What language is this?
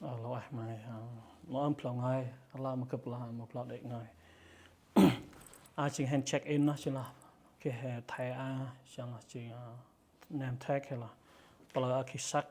Central Mnong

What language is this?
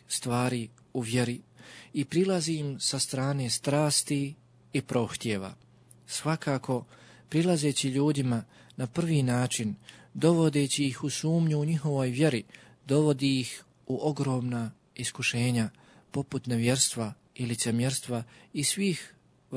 Bosnian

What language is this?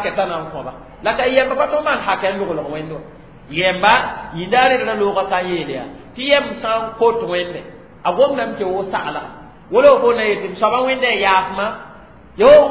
Mossi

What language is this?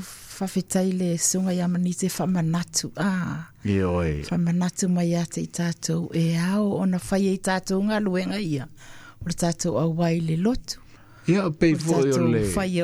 Samoan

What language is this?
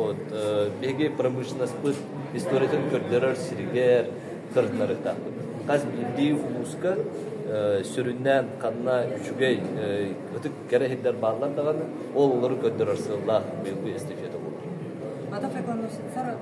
Yakut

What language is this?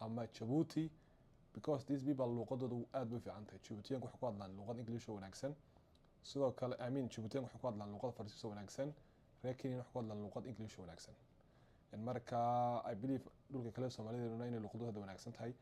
Somali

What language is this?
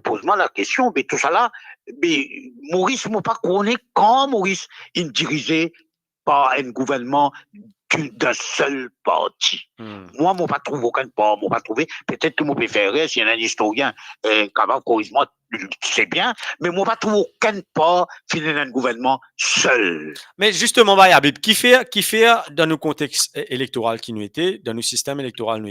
Morisyen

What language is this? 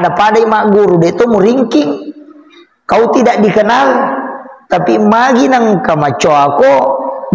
Buginese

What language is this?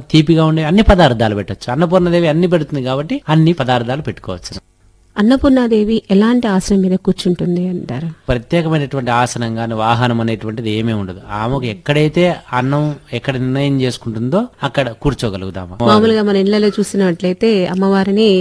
Telugu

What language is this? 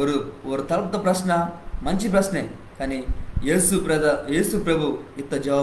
Koya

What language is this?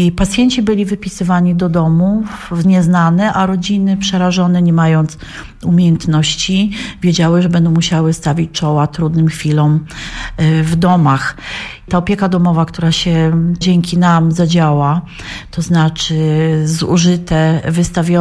Polish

